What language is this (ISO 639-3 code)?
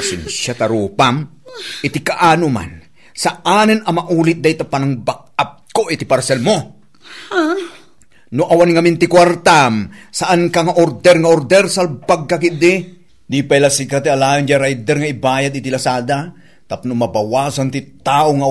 ilo